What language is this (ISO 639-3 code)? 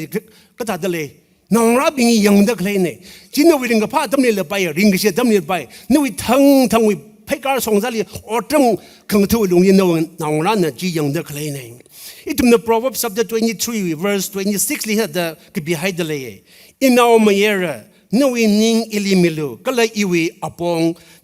nmf